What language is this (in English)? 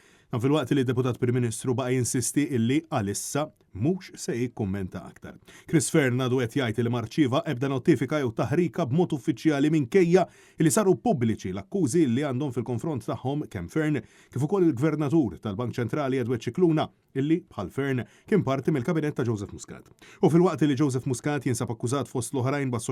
Maltese